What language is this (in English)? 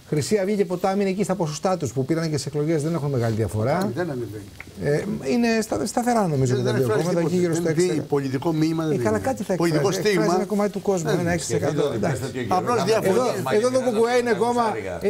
Greek